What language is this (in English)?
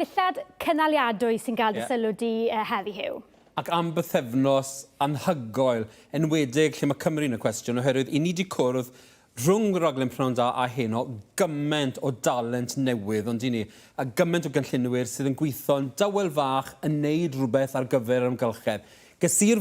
Welsh